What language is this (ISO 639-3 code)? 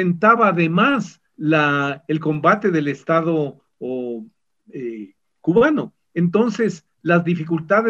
spa